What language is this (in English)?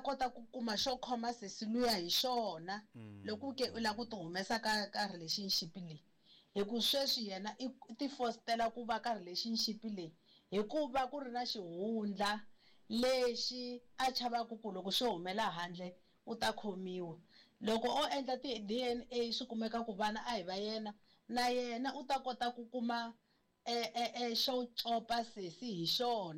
Tsonga